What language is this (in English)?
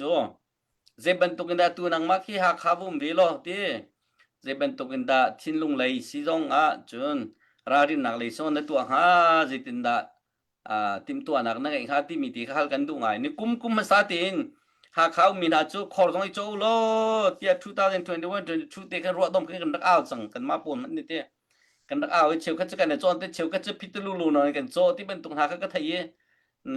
Hakha Chin